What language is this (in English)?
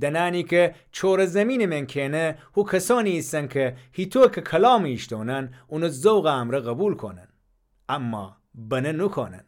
Gilaki